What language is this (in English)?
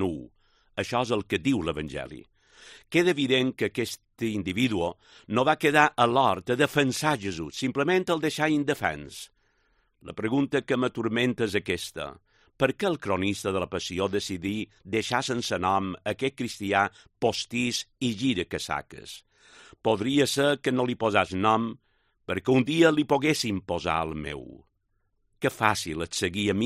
Catalan